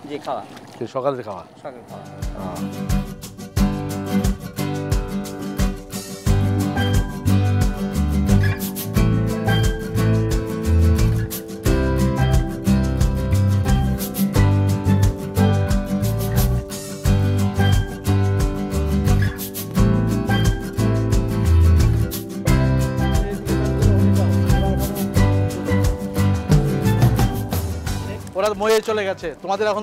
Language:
Bangla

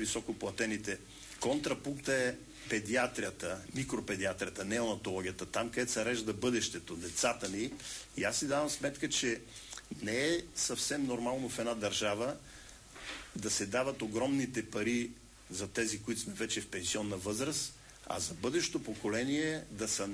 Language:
Bulgarian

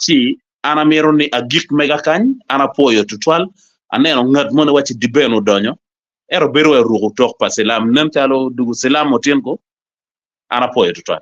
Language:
Acoli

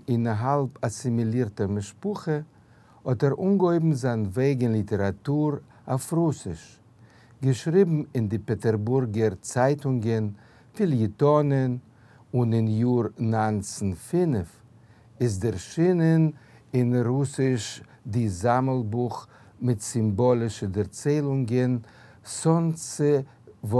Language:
Yiddish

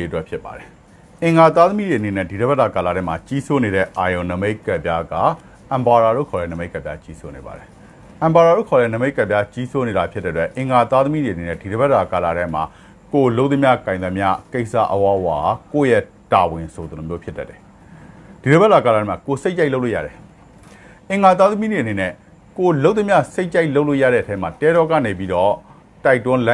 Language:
Burmese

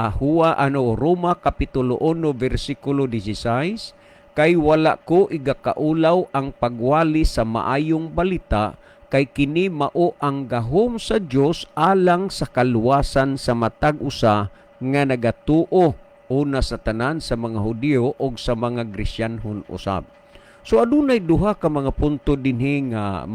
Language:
Cebuano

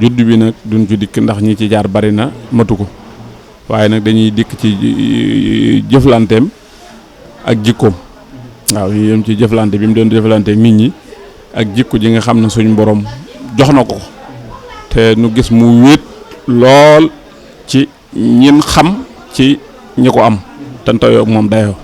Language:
Wolof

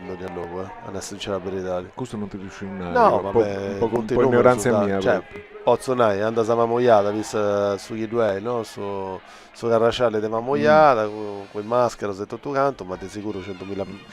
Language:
Sardinian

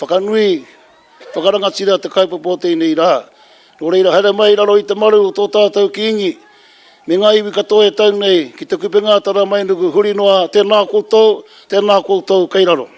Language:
Māori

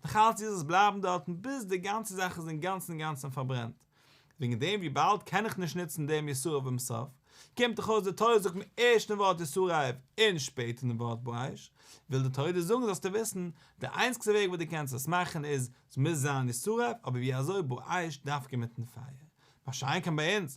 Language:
Yiddish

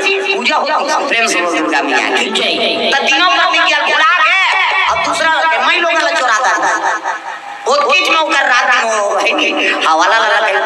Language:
Chhattisgarhi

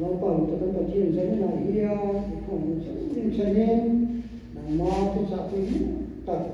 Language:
Mizo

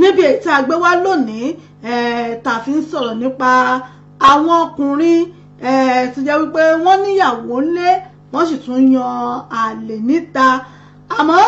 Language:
Yoruba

